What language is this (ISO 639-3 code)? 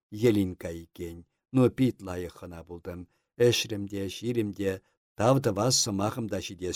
chv